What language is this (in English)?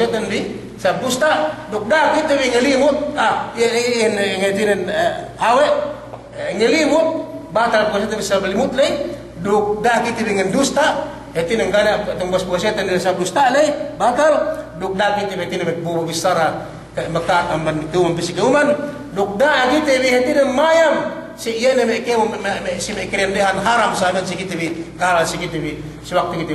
Yakan